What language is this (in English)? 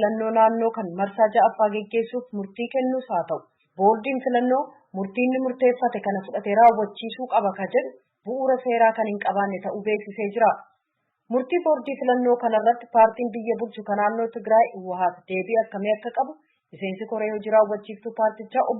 Oromo